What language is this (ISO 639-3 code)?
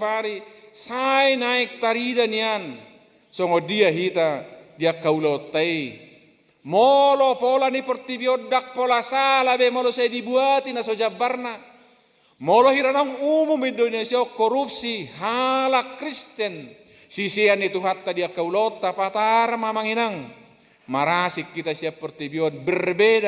bbc